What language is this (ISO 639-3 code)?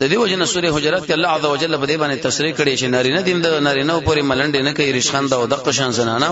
pus